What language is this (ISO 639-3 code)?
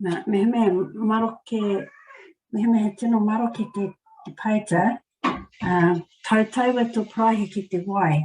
mri